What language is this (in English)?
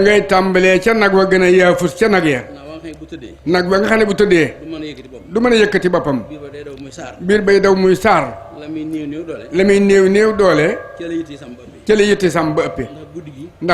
Wolof